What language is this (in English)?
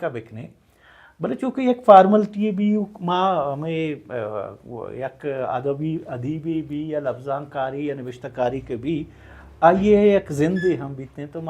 Baluchi